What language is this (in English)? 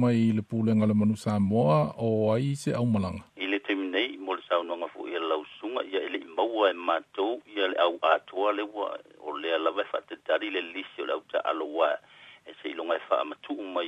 Samoan